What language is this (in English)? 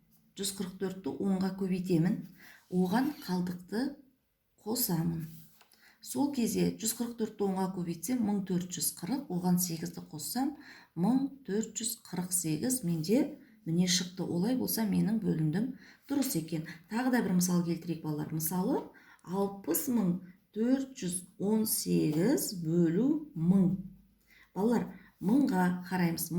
Kazakh